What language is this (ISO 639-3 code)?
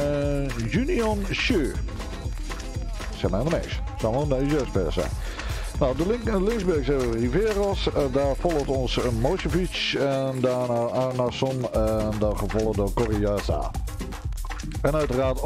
nld